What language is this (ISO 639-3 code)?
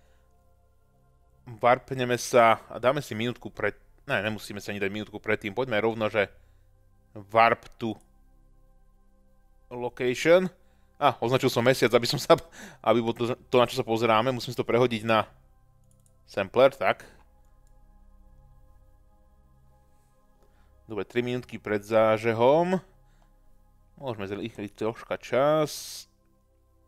slk